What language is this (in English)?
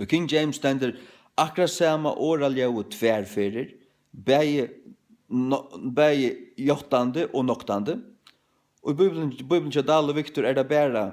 Faroese